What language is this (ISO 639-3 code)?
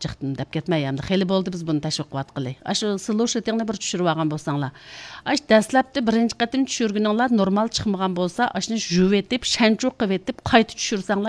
uig